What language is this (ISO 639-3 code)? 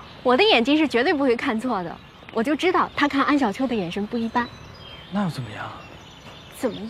zho